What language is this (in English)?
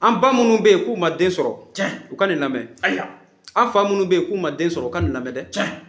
Bambara